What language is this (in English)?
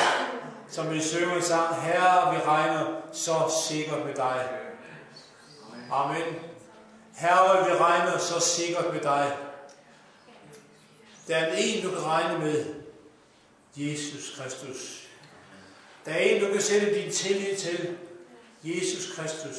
Danish